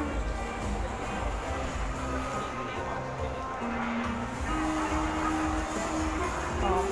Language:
Lao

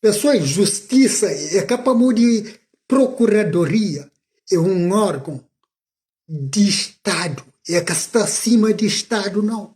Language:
Kabuverdianu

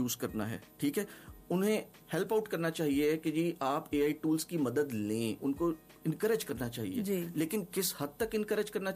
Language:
Urdu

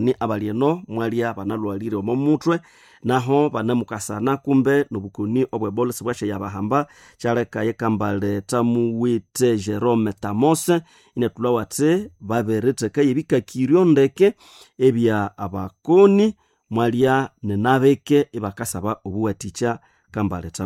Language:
Nande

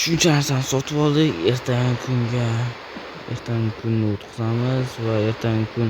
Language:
Uzbek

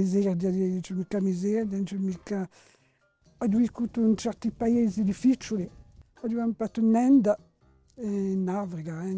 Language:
Corsican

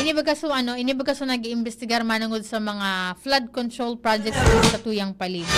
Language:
Bikol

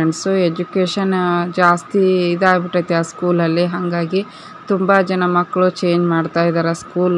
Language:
Kannada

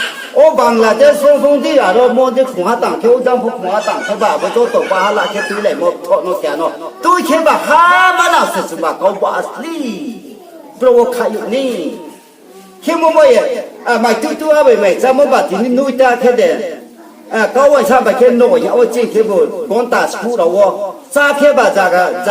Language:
Riang (India)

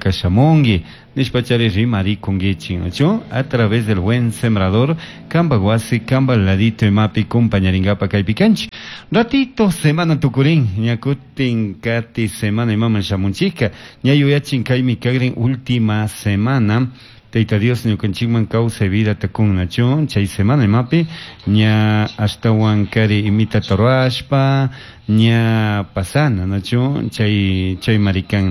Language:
Chimborazo Highland Quichua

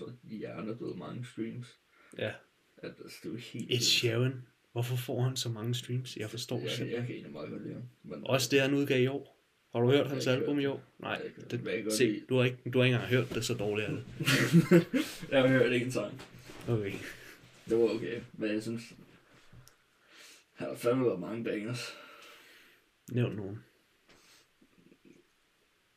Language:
Danish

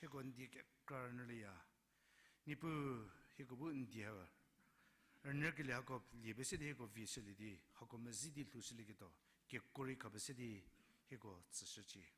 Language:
Angami Naga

